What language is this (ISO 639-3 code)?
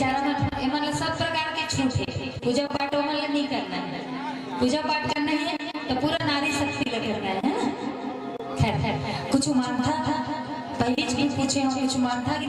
hne